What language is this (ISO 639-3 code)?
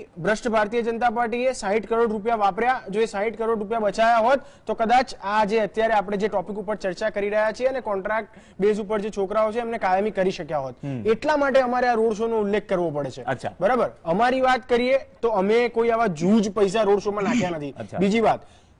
guj